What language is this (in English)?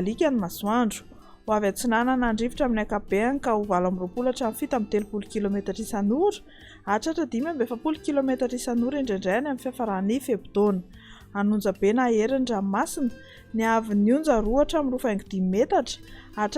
Malagasy